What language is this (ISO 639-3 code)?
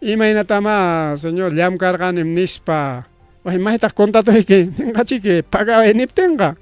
quy